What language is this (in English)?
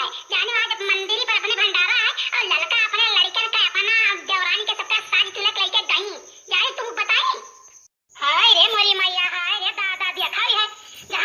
Awadhi